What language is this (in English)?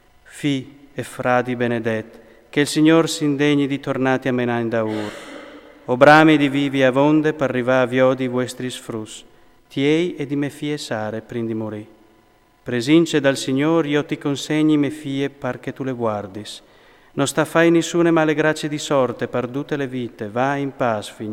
Friulian